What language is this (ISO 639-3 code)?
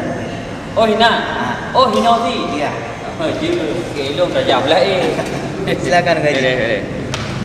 ace